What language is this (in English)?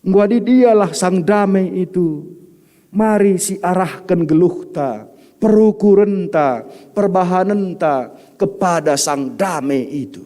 Batak Karo